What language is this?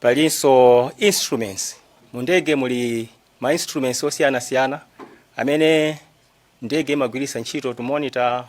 Nyanja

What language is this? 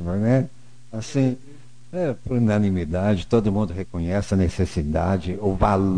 Portuguese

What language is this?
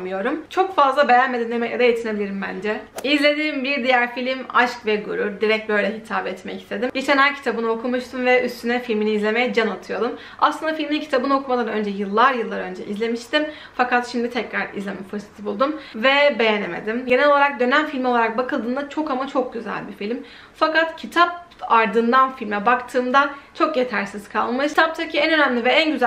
Turkish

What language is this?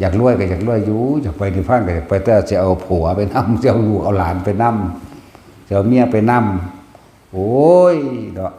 Northeastern Thai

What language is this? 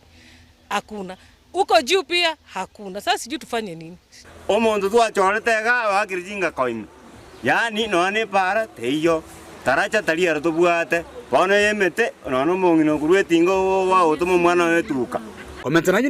Gusii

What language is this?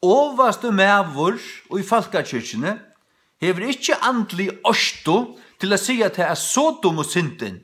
Faroese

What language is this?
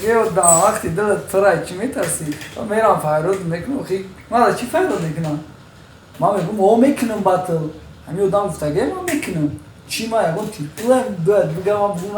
Tajik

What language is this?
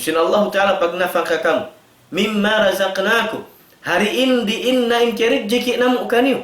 Tausug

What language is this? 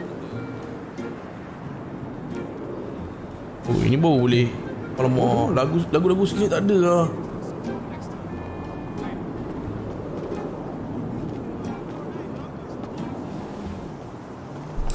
Malay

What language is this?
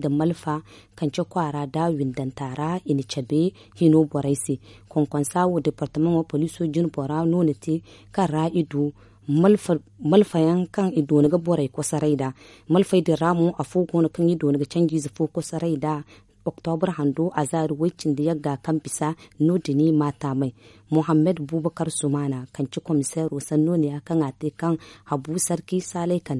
Zarma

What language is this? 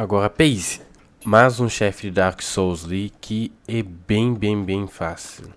Kabuverdianu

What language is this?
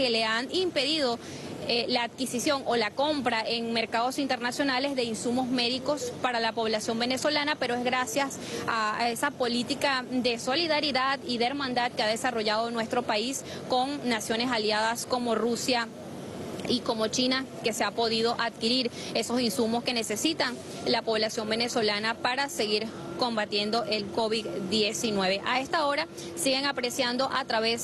Spanish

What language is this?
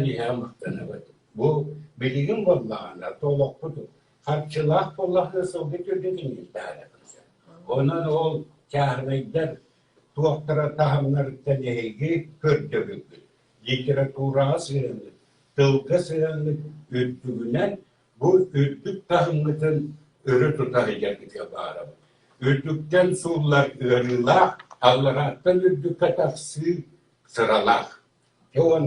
Yakut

